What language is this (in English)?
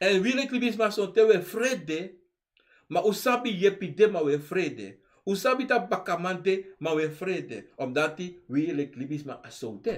Sranan Tongo